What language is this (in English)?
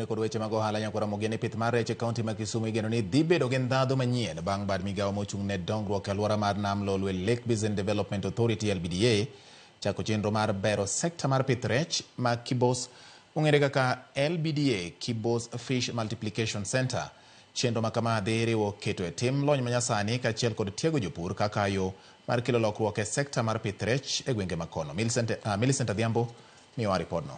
Luo (Kenya and Tanzania)